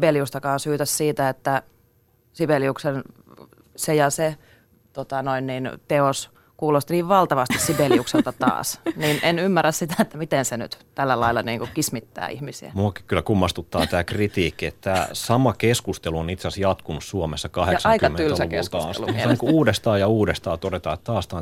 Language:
Finnish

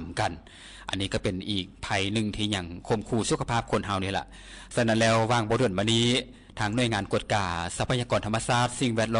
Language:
Lao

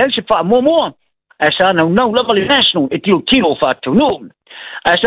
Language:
Samoan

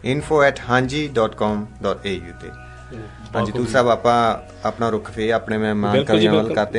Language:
Punjabi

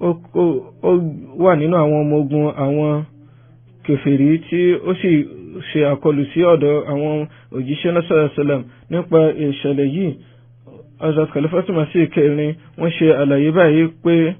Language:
Yoruba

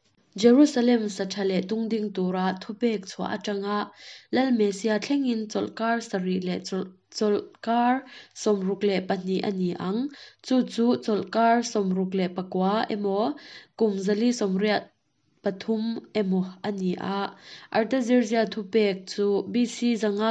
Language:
Mizo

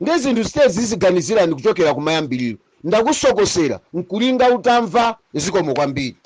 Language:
Nyanja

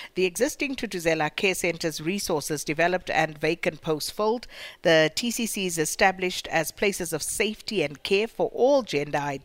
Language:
English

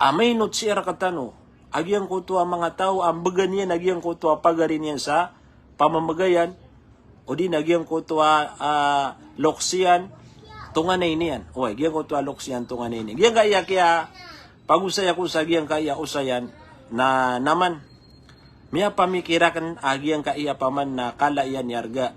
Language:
Maranao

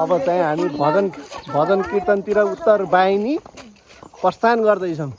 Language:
Nepali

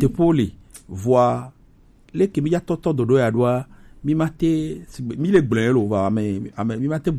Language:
Gen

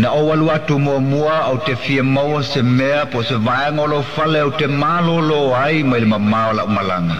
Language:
Samoan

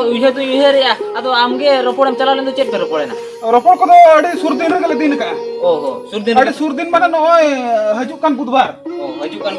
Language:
Santali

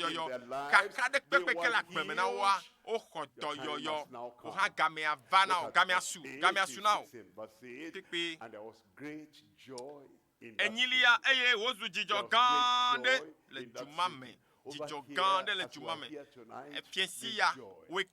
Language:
Ewe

